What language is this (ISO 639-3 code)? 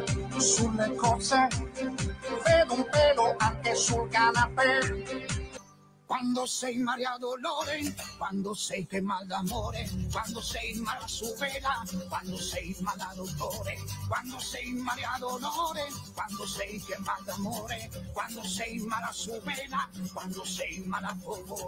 ita